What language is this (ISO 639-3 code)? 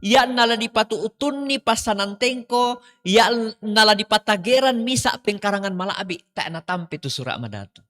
sda